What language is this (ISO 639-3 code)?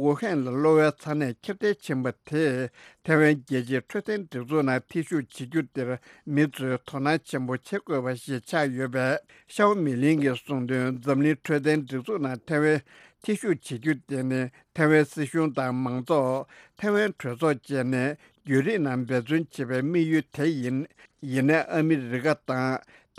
bod